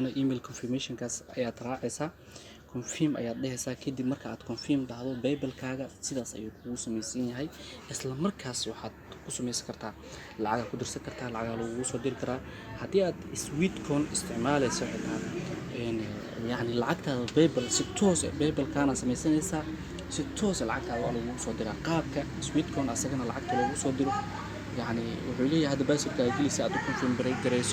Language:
Somali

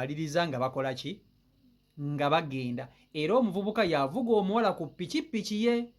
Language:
Ganda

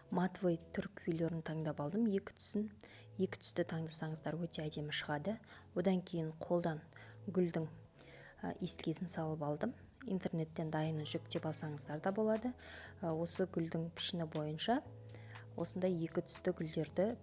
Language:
Kazakh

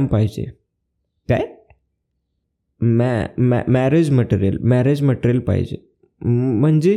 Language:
Marathi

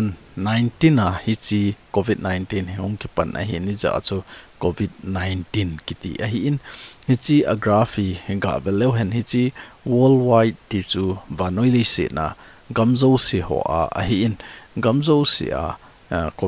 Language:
Thado Chin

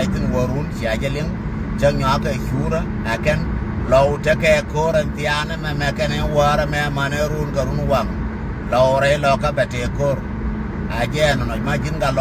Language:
Nuer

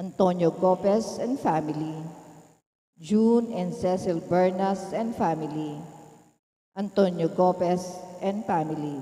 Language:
Pampanga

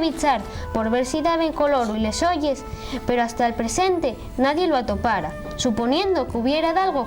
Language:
Asturian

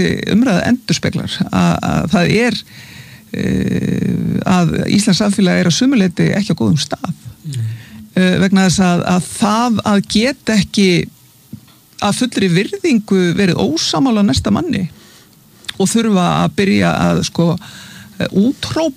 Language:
Icelandic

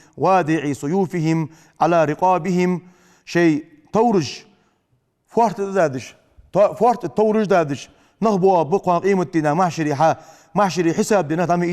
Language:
Ingush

